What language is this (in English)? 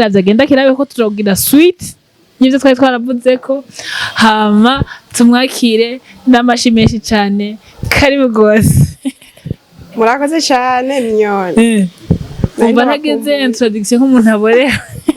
Rundi